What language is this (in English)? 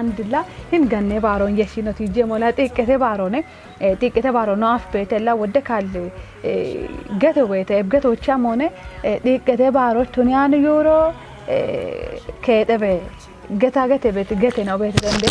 Kafa